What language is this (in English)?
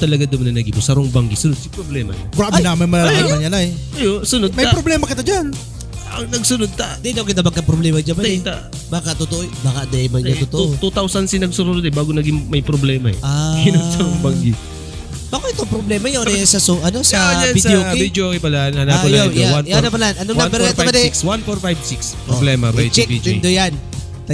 Bikol